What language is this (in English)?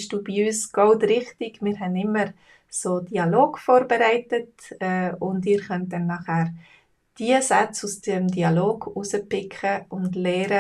Swiss German